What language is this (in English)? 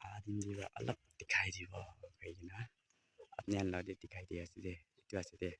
Naga Pidgin